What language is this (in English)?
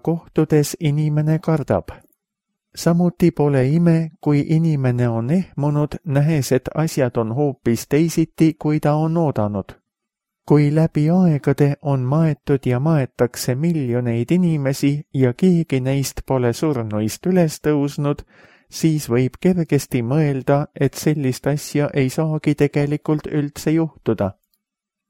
Estonian